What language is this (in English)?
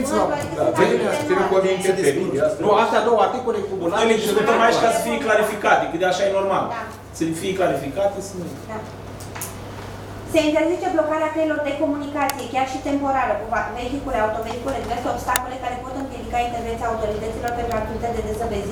Romanian